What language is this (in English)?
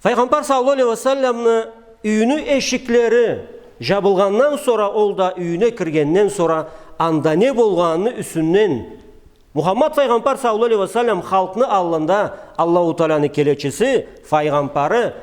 Karachay-Balkar